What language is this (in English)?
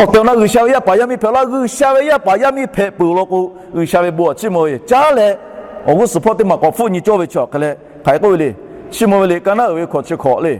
Lahu